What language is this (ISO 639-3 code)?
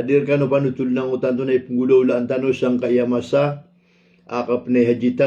mrw